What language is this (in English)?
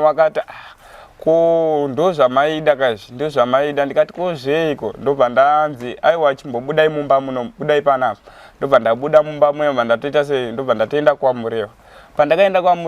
Shona